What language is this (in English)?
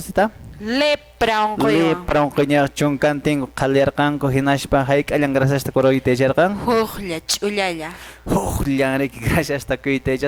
Quechua